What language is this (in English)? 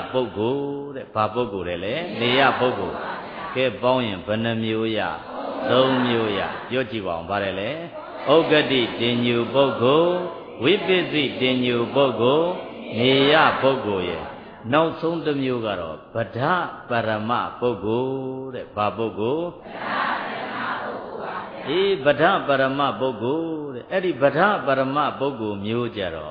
Burmese